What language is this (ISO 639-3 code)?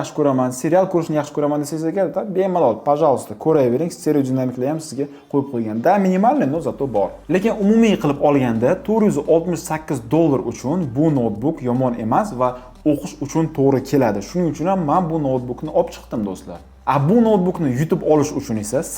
uzb